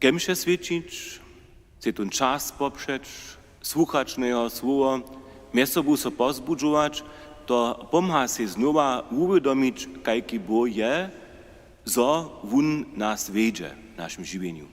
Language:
Upper Sorbian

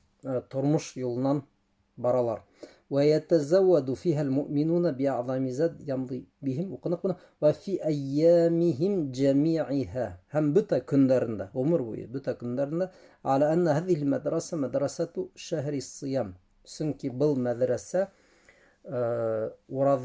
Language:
Bashkir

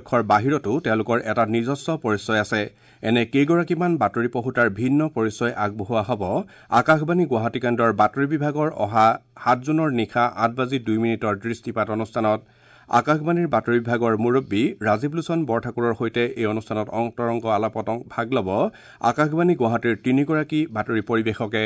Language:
Assamese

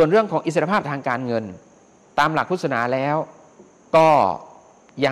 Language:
Thai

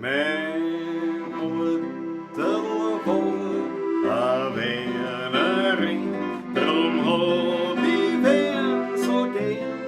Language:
Bavarian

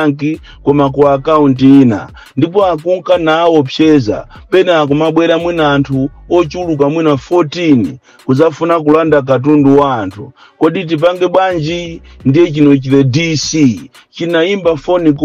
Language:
Nyanja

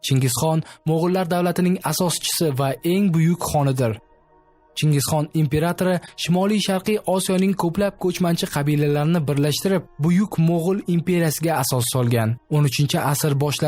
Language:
Uzbek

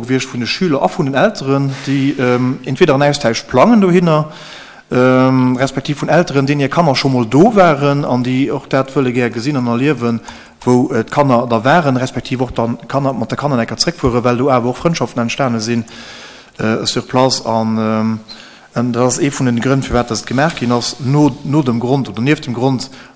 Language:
Luxembourgish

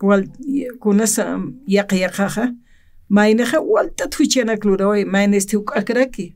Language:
Aymara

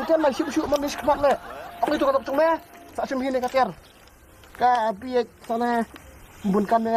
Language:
Khasi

